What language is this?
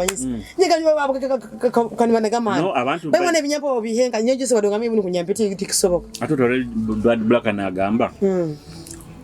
Nyoro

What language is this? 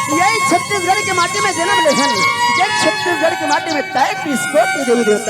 Chhattisgarhi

